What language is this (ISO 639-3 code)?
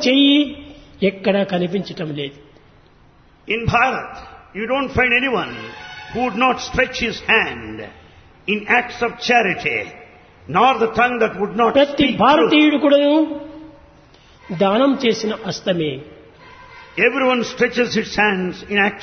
tel